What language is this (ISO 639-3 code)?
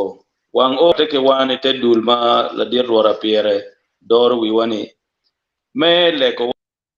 ach